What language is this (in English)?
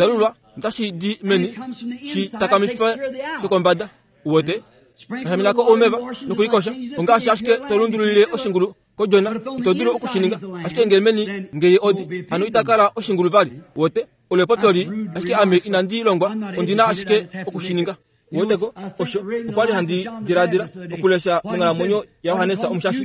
Kuanyama